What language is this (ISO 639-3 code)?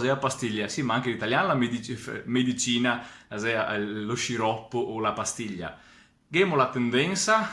vec